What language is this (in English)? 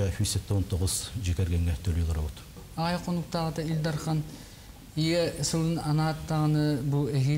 Yakut